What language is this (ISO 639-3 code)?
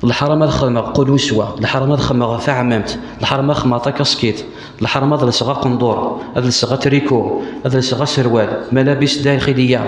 kab